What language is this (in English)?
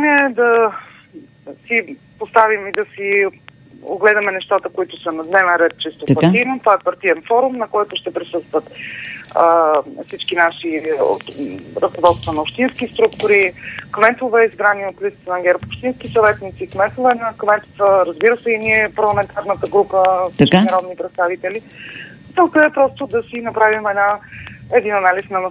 Bulgarian